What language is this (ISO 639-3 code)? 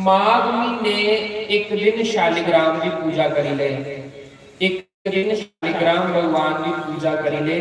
doi